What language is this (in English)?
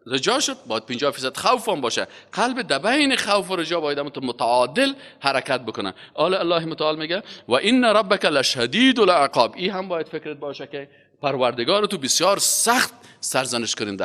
Persian